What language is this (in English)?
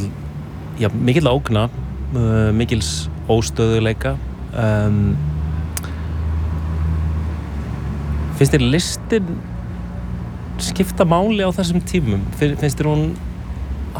Icelandic